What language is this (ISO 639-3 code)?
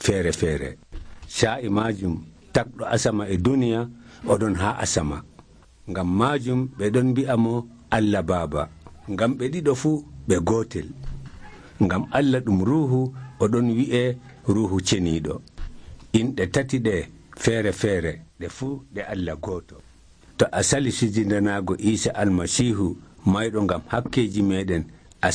fuv